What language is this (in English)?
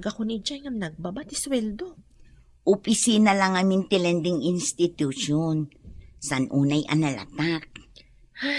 Iloko